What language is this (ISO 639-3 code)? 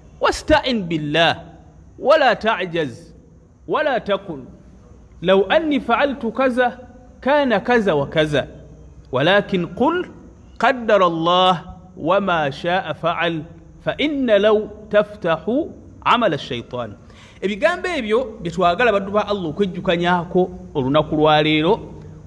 lug